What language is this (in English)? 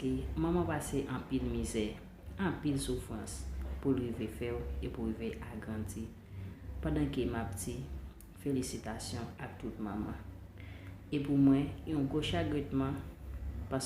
Haitian Creole